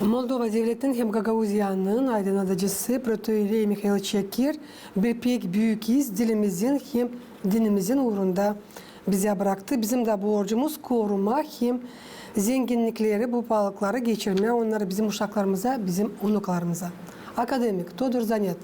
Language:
Gagauz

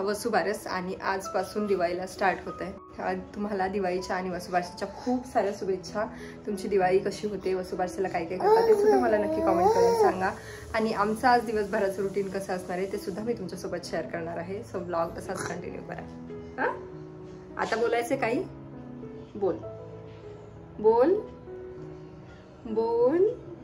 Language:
Marathi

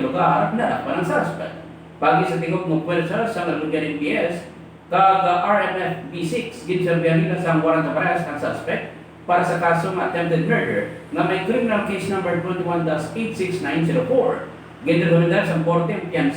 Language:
Hiligaynon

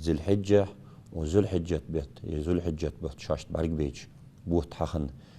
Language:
Ingush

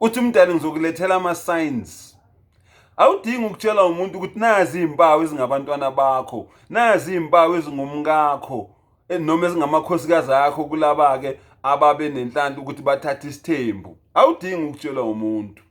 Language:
Zulu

